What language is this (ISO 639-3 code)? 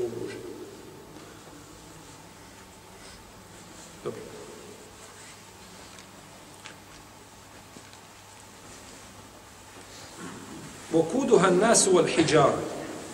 bos